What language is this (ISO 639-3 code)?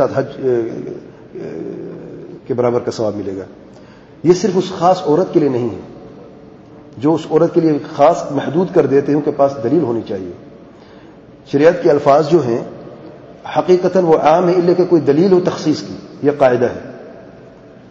urd